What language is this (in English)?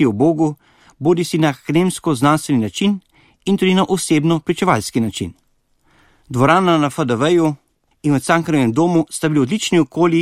Slovenian